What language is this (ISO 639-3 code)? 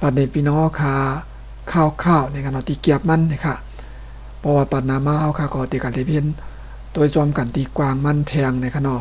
shn